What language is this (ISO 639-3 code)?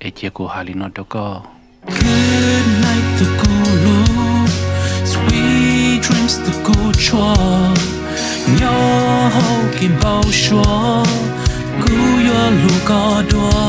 hmn